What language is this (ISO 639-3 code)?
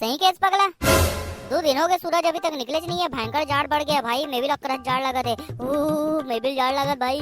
hne